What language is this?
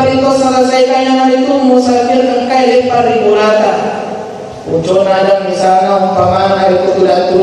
Buginese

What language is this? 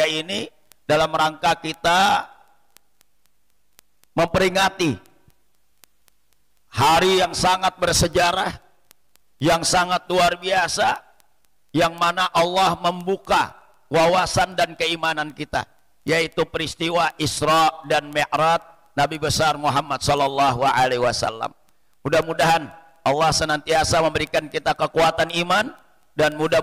Indonesian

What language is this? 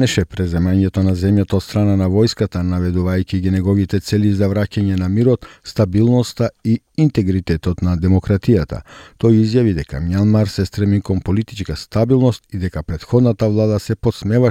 Macedonian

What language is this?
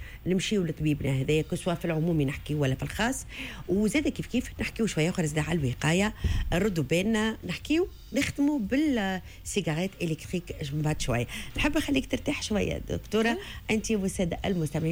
Tunisian Arabic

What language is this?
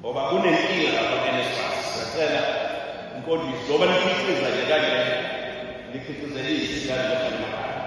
Zulu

